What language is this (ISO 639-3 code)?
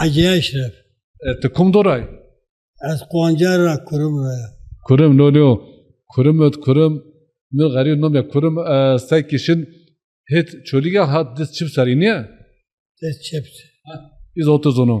zza